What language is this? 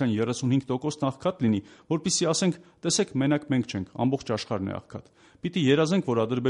Armenian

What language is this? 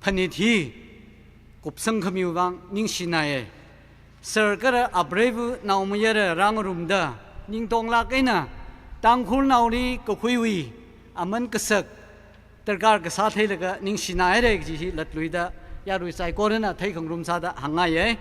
Tangkhul Naga (India)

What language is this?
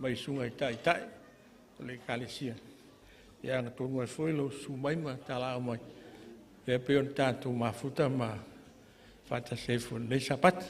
Samoan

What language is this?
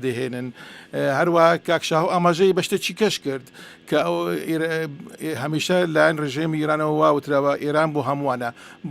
Central Kurdish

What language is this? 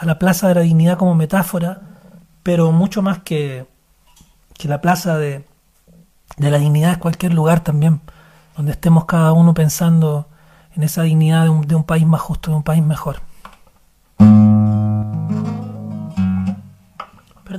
Spanish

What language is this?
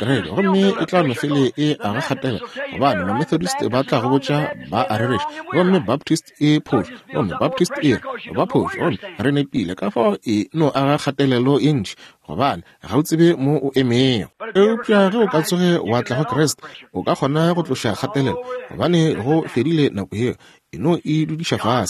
Northern Sotho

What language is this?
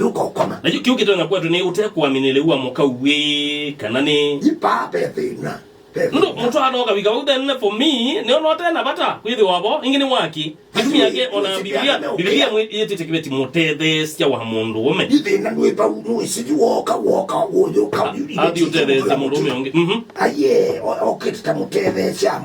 Kamba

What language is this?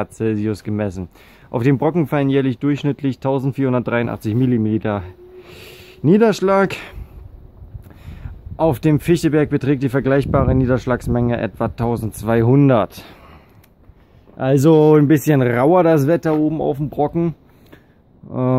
German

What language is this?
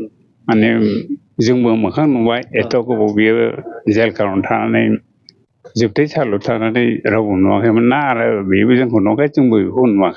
Bodo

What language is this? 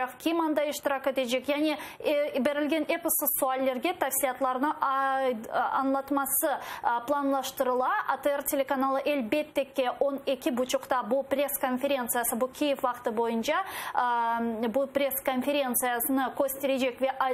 Crimean Tatar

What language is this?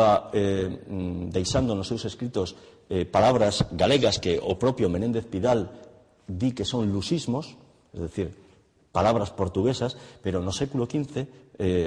Galician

